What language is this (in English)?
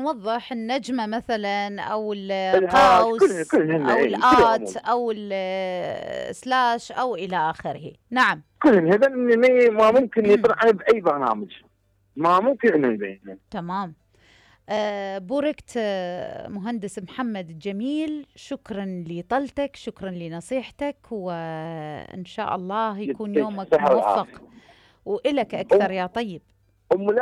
Mesopotamian Arabic